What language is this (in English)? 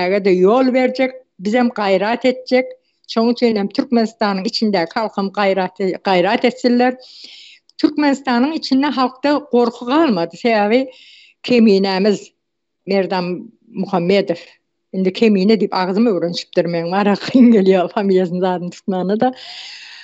Turkmen